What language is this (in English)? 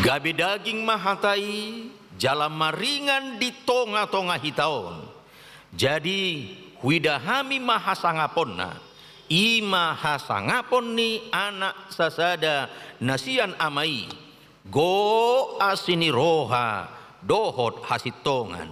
Batak Toba